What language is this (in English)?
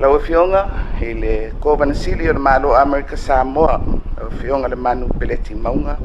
Samoan